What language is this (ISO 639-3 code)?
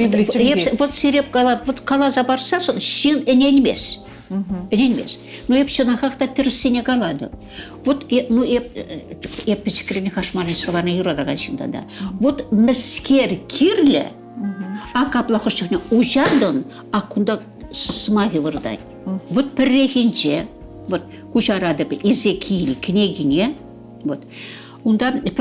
chv